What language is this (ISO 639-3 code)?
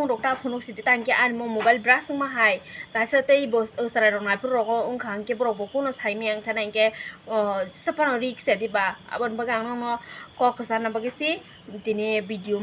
trp